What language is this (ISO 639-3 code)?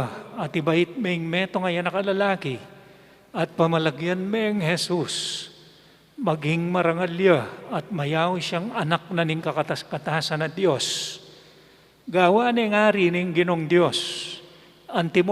pam